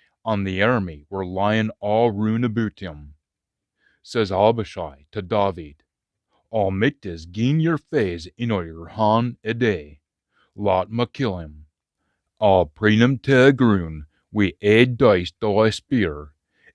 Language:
Scots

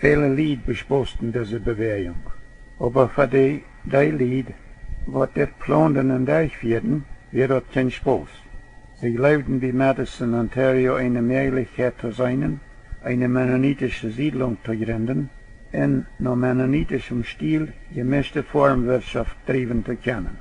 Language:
Plautdietsch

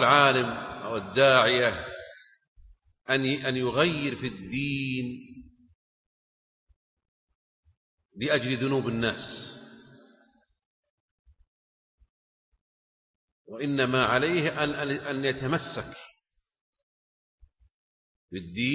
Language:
Arabic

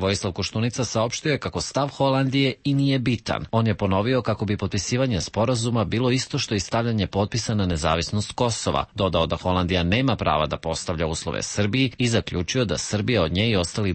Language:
Serbian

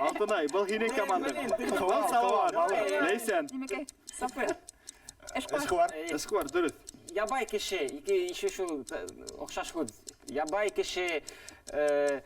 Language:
Bashkir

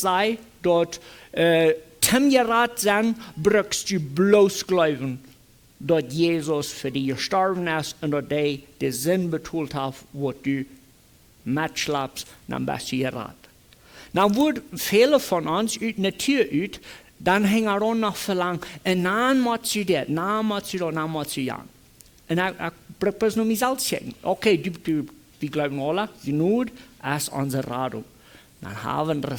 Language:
Plautdietsch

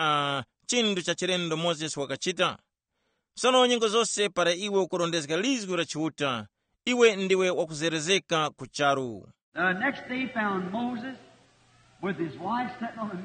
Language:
Tumbuka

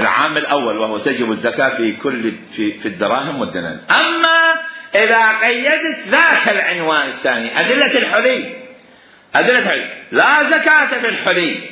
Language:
Mesopotamian Arabic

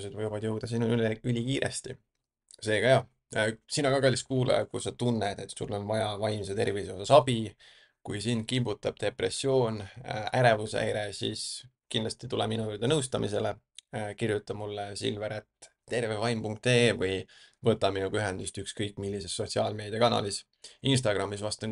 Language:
Estonian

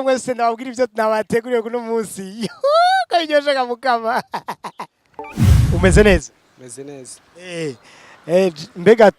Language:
Rundi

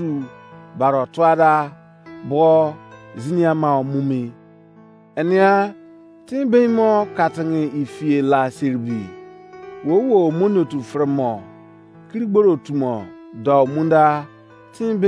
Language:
Izon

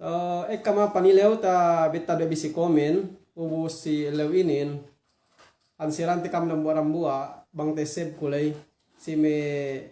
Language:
Yakan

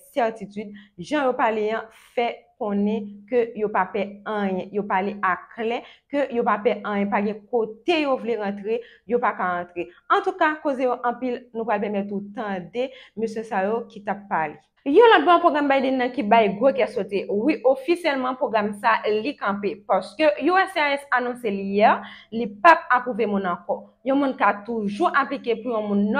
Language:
Haitian Creole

